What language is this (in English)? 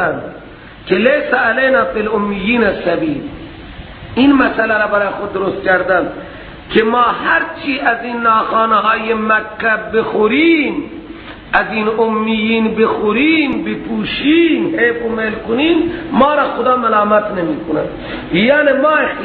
Persian